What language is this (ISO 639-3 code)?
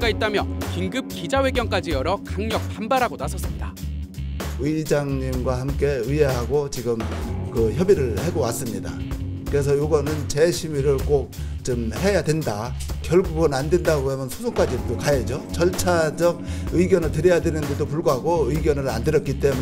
kor